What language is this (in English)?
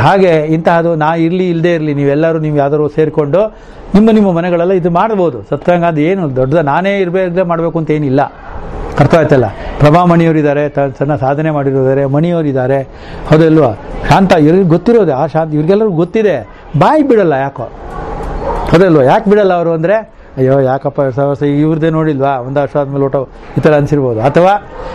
Kannada